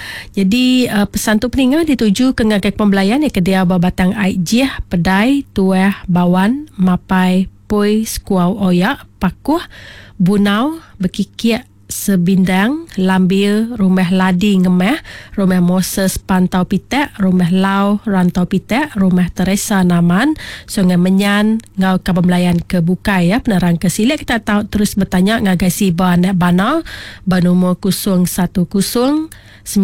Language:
Iban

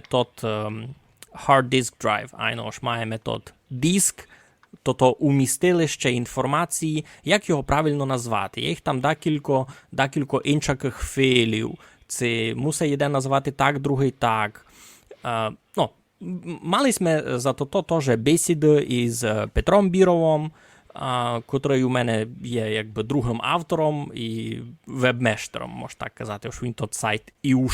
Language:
Rusyn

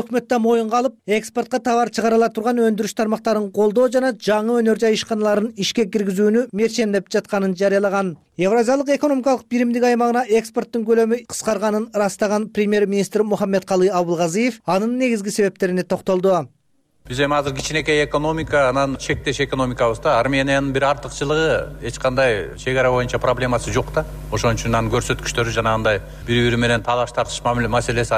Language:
Kyrgyz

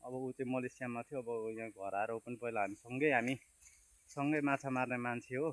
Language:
Nepali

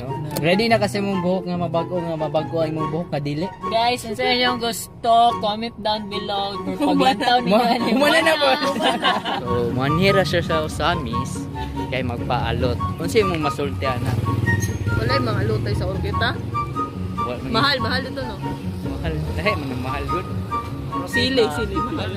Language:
Cebuano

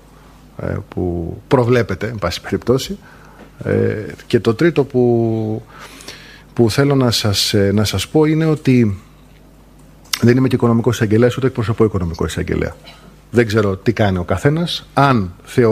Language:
Greek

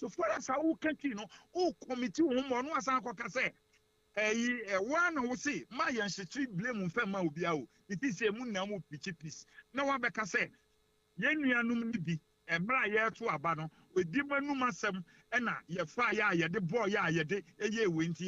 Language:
Akan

